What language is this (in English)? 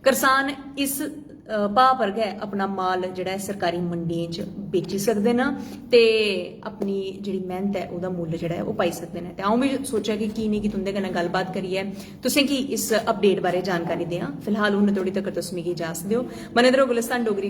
Dogri